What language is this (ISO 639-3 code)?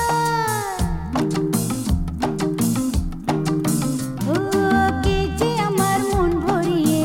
ben